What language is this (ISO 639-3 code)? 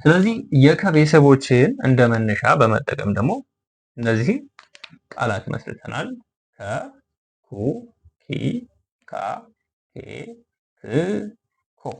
amh